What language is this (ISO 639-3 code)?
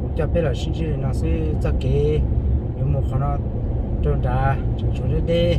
hmn